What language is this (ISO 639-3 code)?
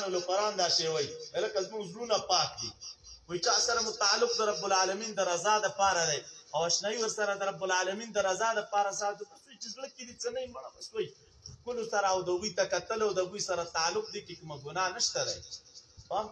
pus